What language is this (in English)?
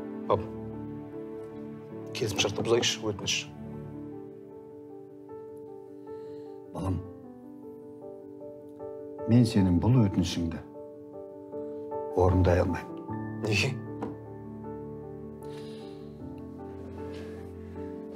Kazakh